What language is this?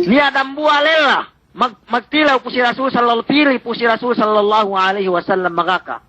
Yakan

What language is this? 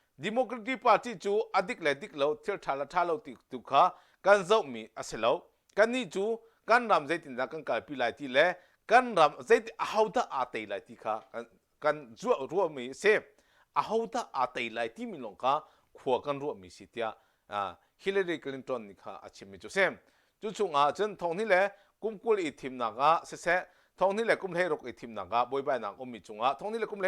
Hakha Chin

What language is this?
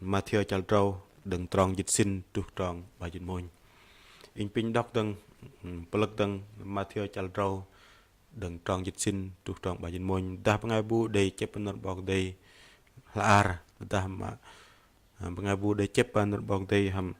Bahnar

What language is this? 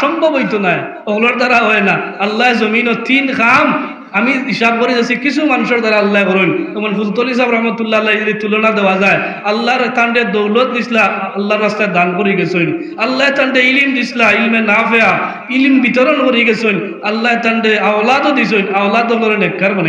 Sylheti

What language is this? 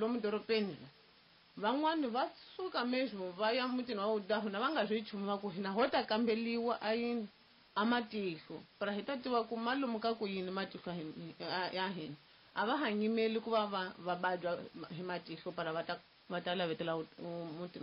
Tsonga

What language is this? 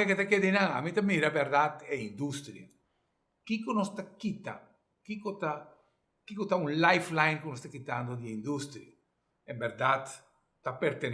Papiamento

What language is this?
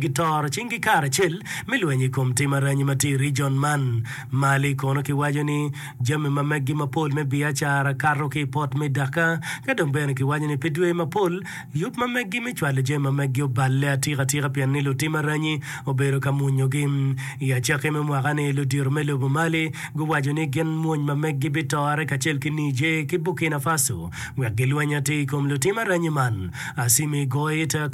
Acoli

